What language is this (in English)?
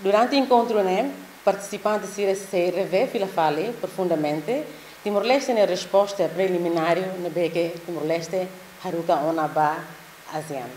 Tetum